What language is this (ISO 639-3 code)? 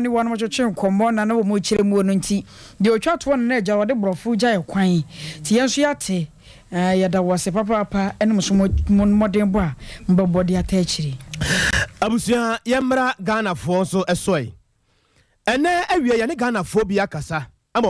aka